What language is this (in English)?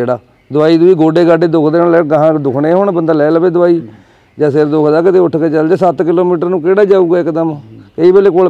Punjabi